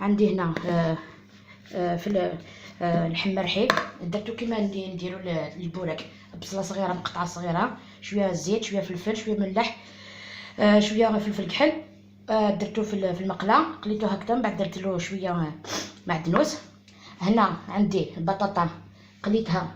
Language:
Algerian Arabic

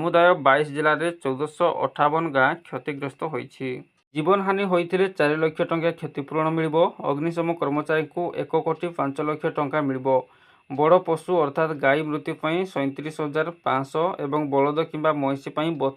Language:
Odia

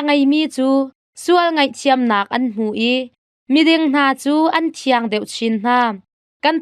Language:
Hakha Chin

